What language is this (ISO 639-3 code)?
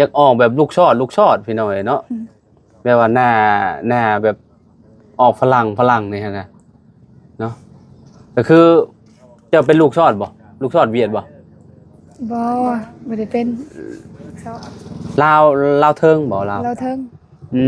lao